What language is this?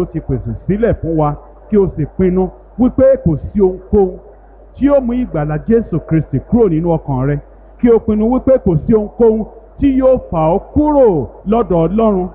Yoruba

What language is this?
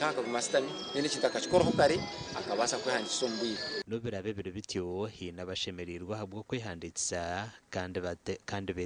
Nyankole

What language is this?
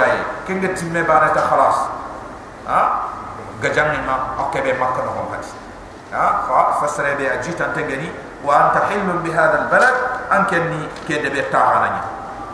Soninke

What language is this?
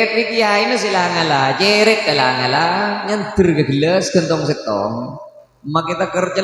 Madurese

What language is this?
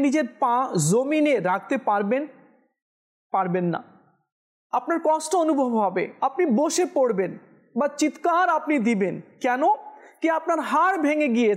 Bangla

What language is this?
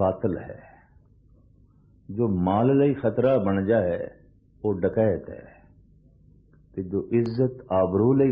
Punjabi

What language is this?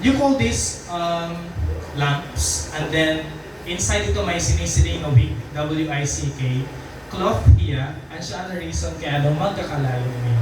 Waray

